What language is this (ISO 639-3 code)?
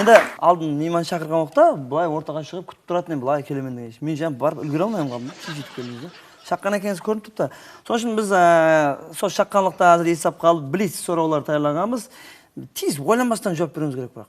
kaa